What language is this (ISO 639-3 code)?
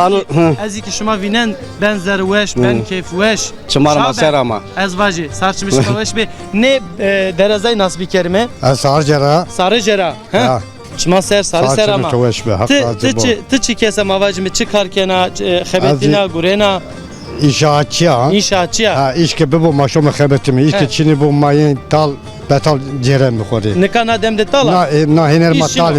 zza